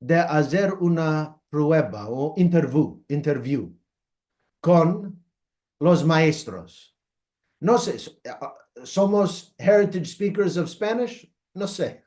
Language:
Ladino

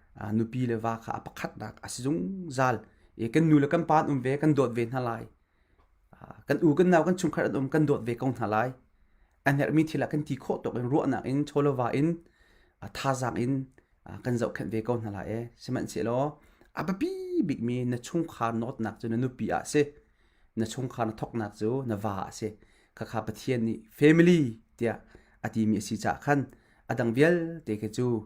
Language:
Hakha Chin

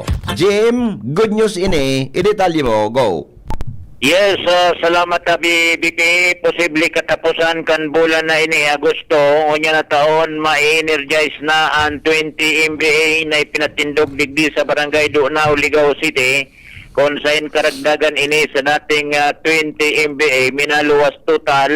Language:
Bikol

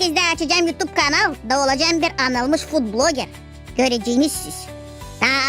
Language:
Gagauz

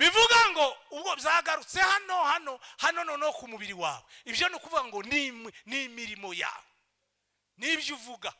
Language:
Kinyarwanda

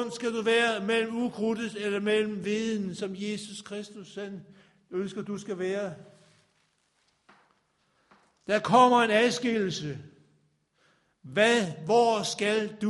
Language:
Danish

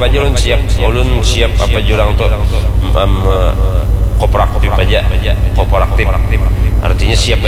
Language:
Banjar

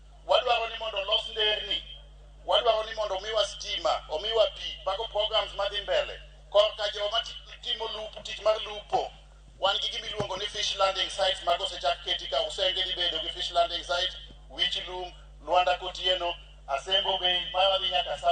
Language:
Luo (Kenya and Tanzania)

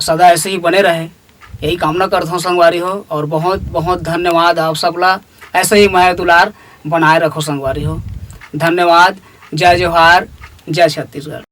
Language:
Chhattisgarhi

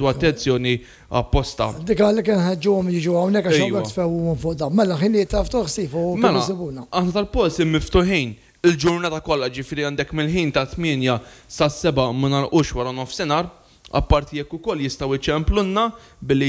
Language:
Maltese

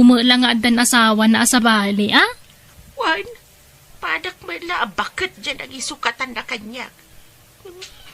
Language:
Iloko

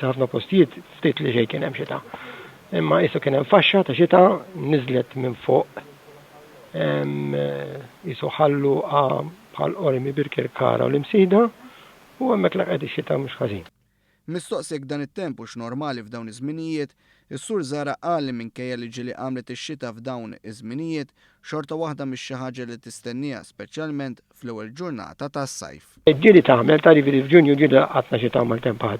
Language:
Maltese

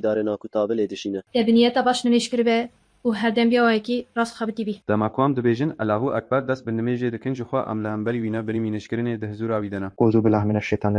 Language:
Kurdish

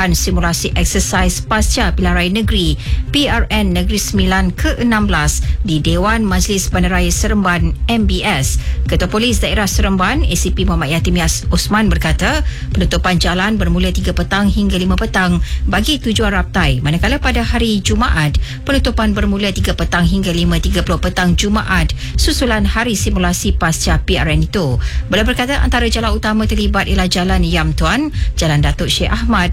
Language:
Malay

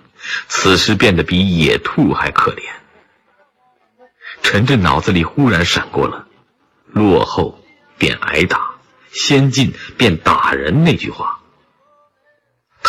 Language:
Chinese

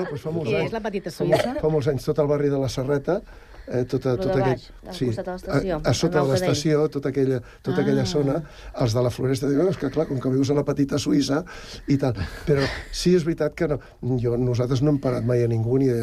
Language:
Catalan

